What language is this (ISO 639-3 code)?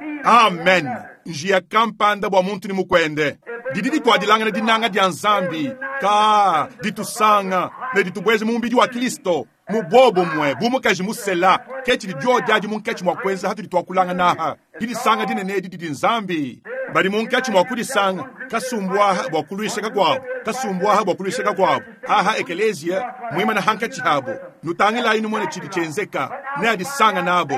lua